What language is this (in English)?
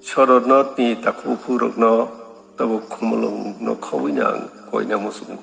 Kok Borok